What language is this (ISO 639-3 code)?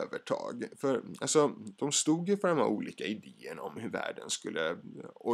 swe